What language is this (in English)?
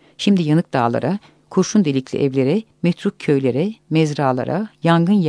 Turkish